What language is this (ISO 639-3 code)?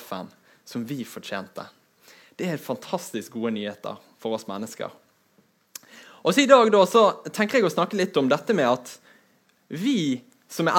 nor